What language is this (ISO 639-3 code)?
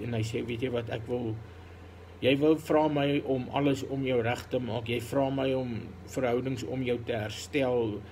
afr